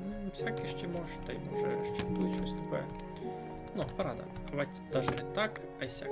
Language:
Rusyn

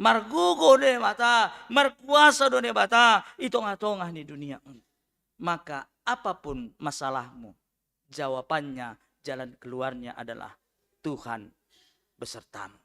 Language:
Batak Simalungun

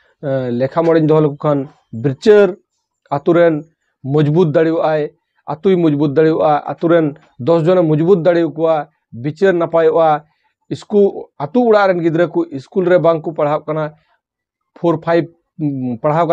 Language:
Santali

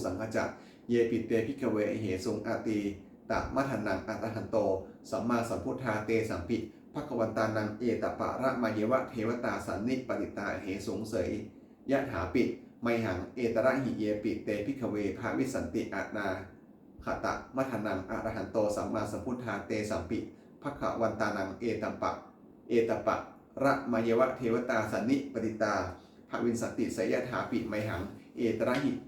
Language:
Pali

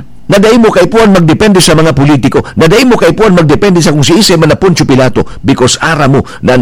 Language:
Bikol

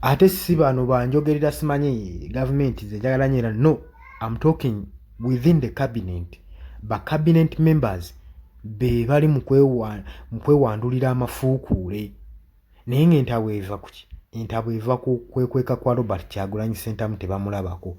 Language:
Ganda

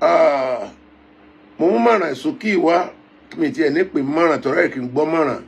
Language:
Yoruba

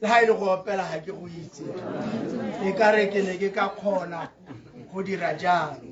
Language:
Tswana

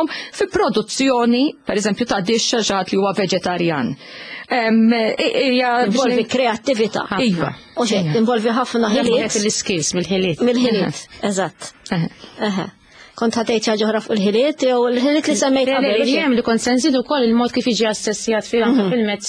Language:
Maltese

